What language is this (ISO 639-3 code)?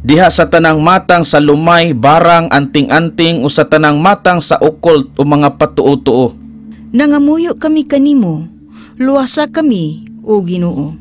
ceb